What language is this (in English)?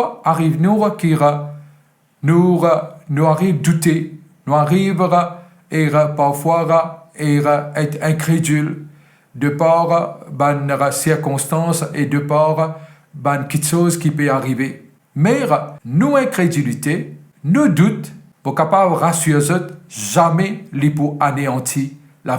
Morisyen